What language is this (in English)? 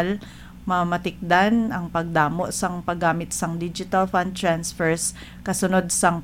Hiligaynon